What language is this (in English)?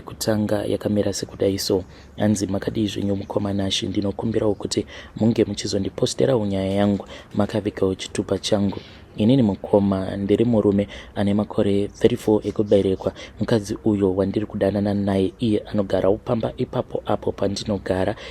Shona